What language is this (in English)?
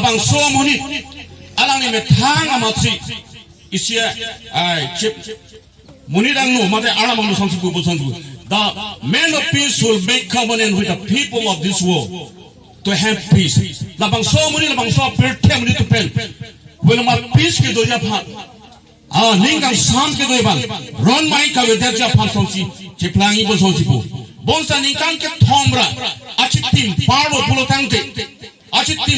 Karbi